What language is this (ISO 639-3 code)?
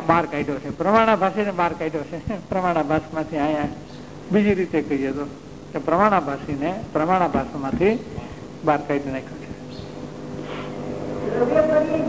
guj